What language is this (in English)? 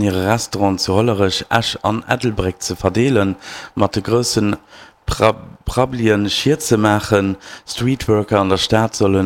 Luxembourgish